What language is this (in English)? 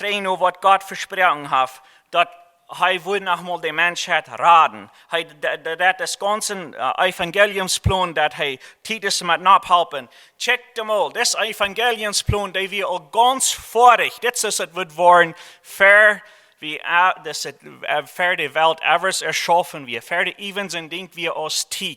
Plautdietsch